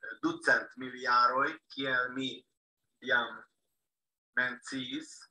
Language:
Esperanto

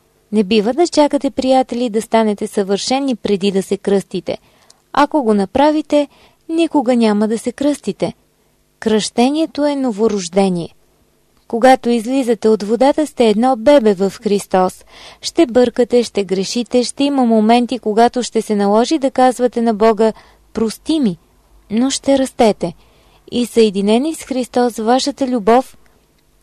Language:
Bulgarian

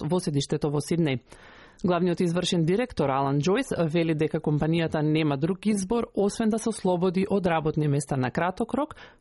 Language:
Macedonian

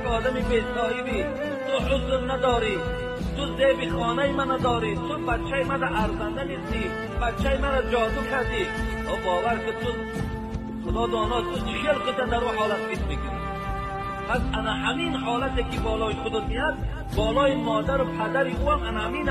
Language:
Tajik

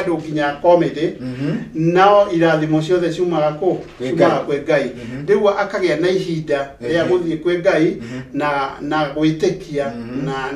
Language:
Kikuyu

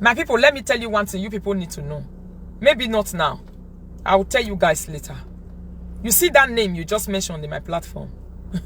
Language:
Nigerian Pidgin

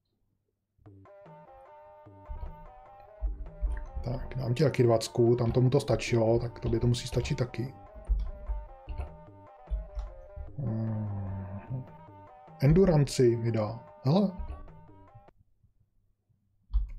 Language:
Czech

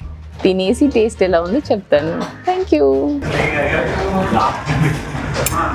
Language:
Telugu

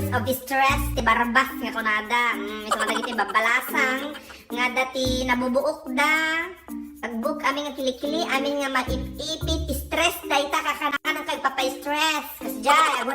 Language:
Iloko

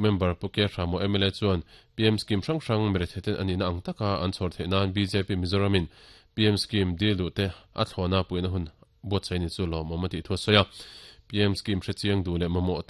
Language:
Mizo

